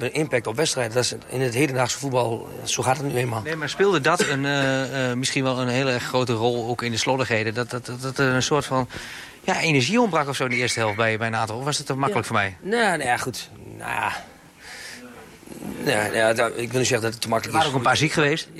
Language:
Dutch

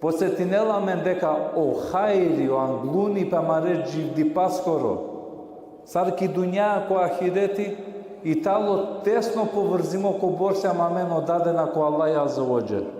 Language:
Balkan Romani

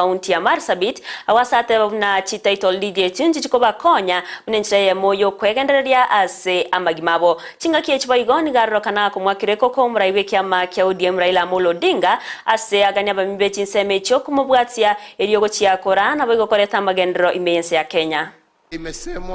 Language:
Gusii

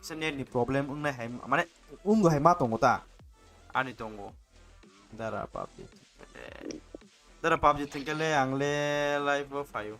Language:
Kok Borok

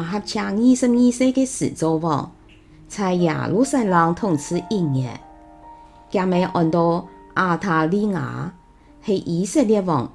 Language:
Hakka Chinese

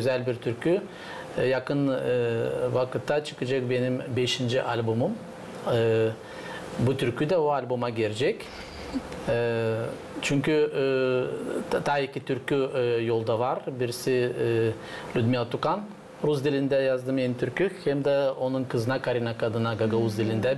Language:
Gagauz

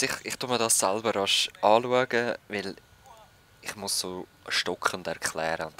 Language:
Swiss German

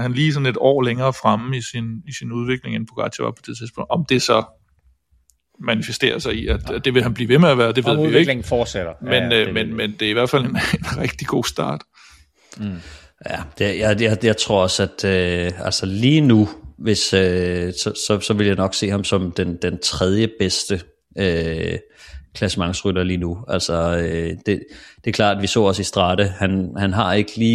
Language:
Danish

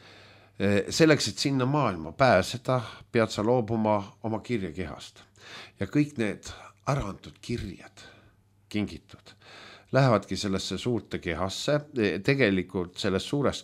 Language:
Estonian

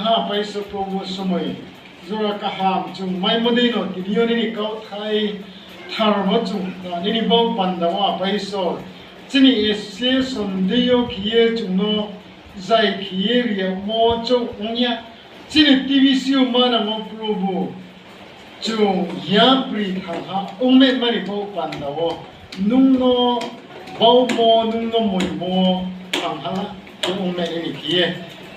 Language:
Riang (India)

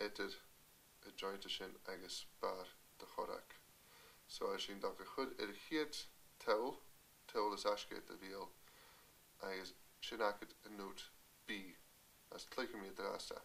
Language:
Scottish Gaelic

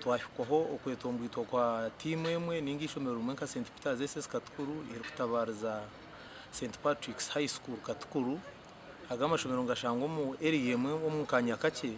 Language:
Nyankole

